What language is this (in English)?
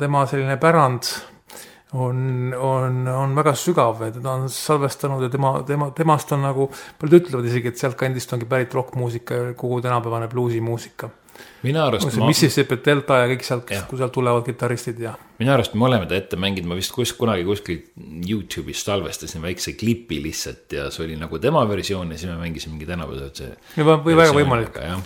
Estonian